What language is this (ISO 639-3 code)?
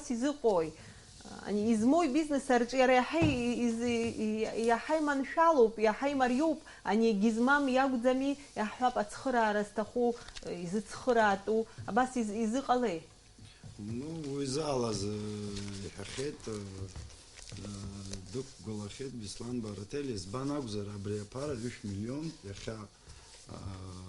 abk